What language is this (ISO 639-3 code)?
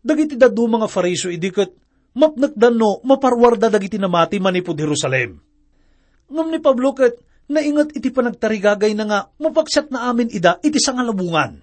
ilo